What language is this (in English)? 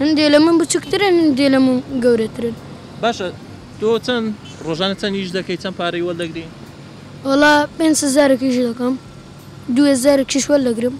Central Kurdish